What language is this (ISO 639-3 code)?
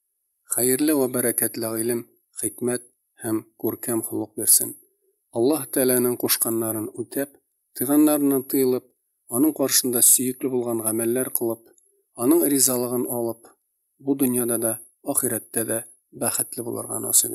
tat